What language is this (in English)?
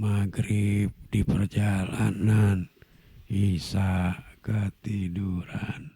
Betawi